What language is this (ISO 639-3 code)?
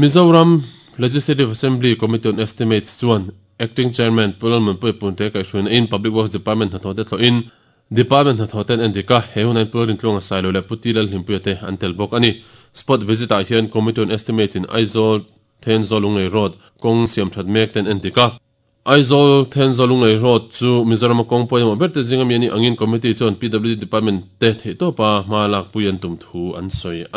lus